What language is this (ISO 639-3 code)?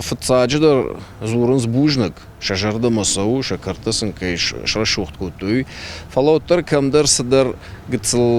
oss